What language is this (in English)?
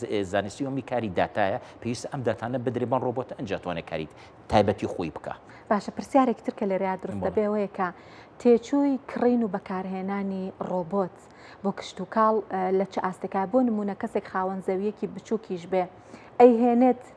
Central Kurdish